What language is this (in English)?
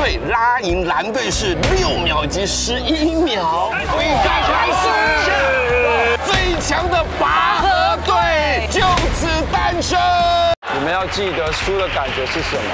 Chinese